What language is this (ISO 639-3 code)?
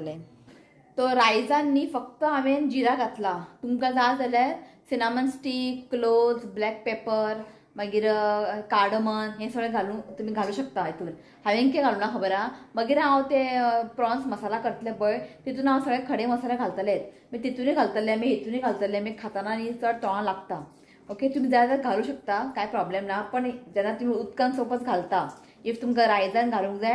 kok